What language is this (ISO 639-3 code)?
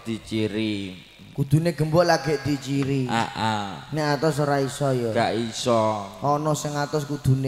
jav